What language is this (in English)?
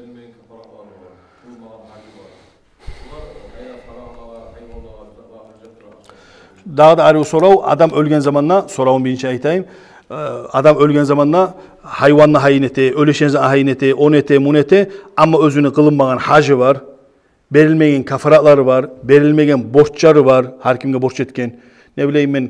Kumyk